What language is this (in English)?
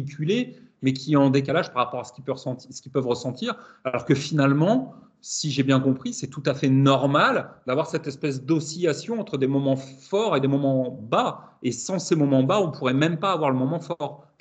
French